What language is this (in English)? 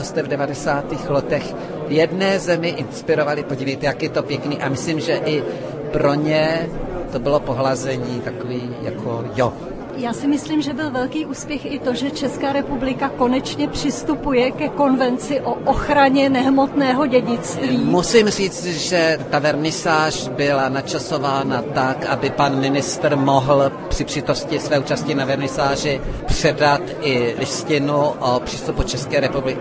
Czech